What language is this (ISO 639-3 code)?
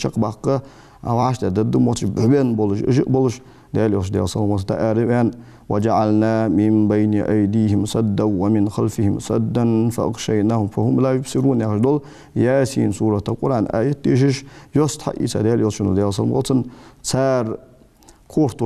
inh